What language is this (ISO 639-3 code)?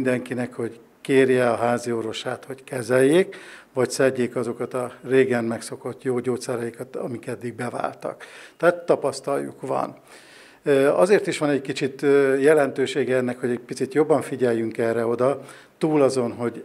hun